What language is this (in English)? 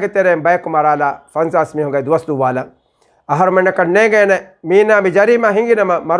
Divehi